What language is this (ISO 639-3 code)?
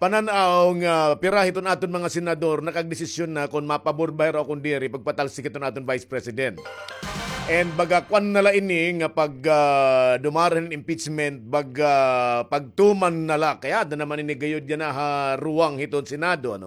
war